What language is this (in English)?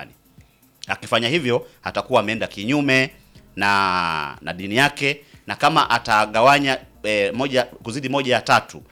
Swahili